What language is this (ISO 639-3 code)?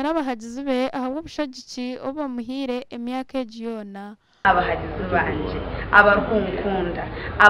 nyn